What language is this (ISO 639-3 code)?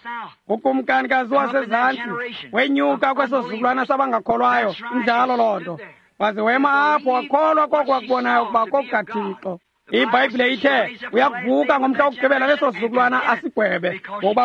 xho